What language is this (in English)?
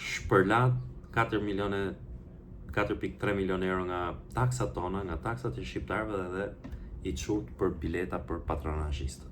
Albanian